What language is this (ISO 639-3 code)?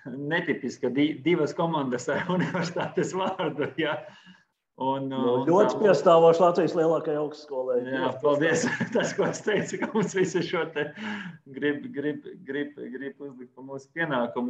lav